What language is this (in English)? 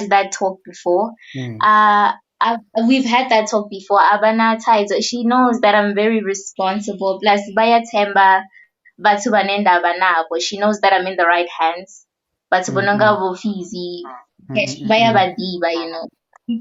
Venda